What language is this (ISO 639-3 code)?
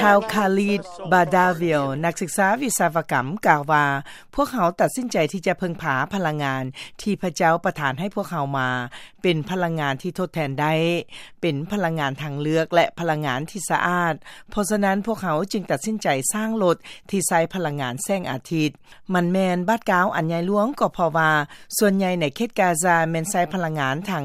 lao